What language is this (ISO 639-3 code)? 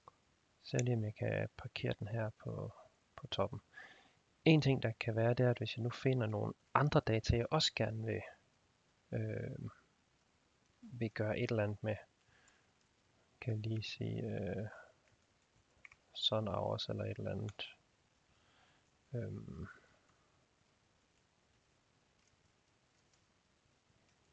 dan